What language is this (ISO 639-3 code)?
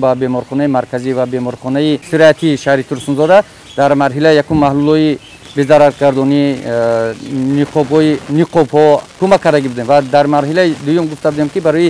tgk